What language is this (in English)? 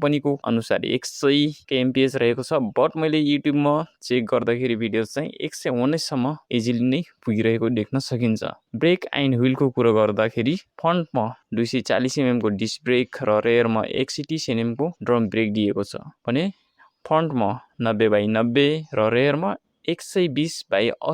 Nepali